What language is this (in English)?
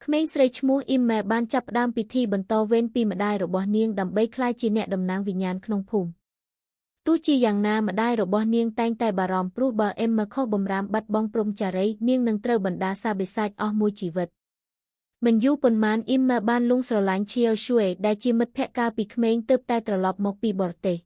Khmer